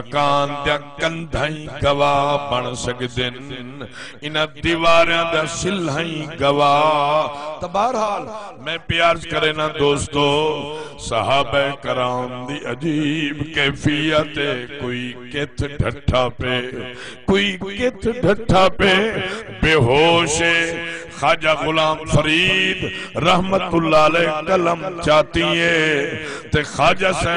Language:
Saraiki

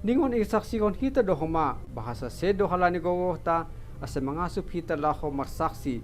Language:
Batak Simalungun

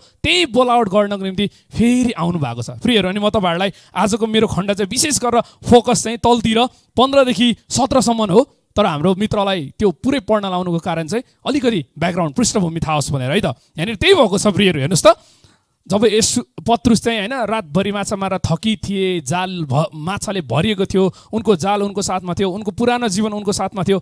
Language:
Nepali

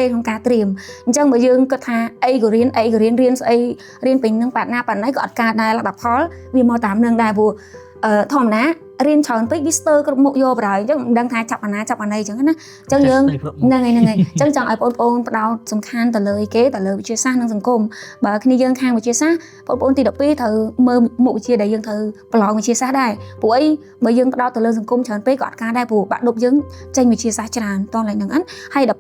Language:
Khmer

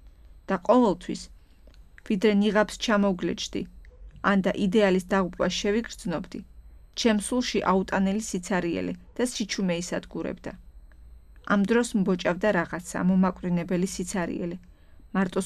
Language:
Georgian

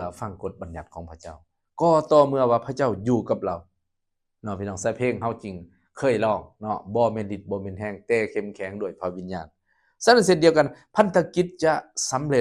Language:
Lao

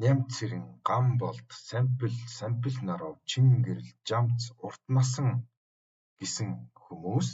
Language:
Mongolian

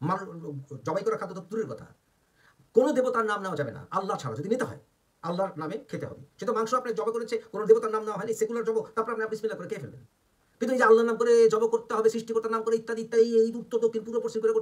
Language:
Bangla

